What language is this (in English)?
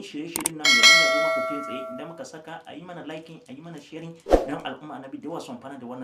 Hausa